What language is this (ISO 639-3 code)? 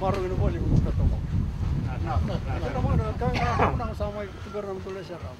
fij